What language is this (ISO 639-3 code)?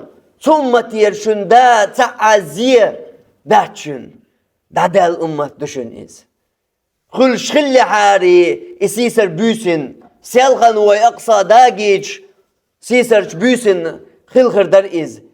che